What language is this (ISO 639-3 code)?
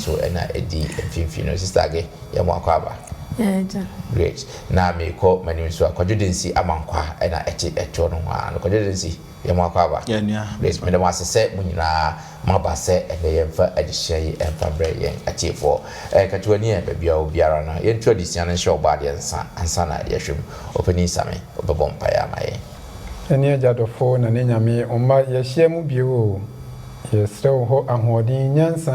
aka